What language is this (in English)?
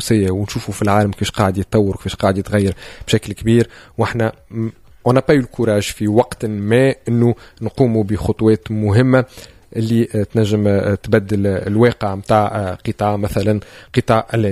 Tunisian Arabic